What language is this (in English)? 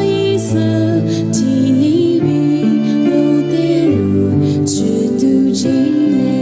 Lisu